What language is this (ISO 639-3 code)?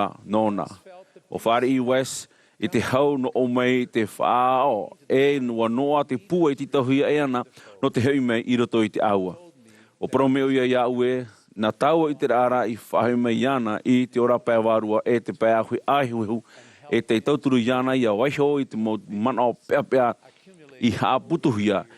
tah